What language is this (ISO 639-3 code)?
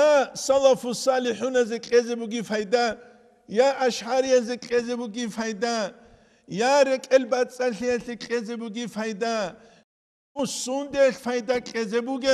ava